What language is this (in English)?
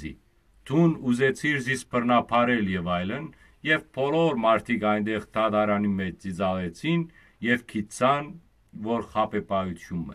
Western Armenian